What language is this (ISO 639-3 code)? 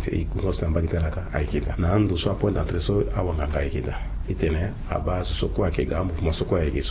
sag